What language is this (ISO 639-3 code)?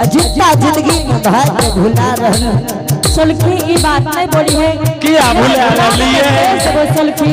anp